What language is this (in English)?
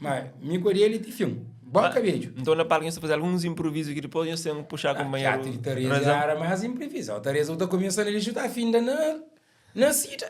Kabuverdianu